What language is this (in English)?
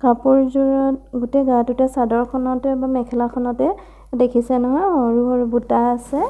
Assamese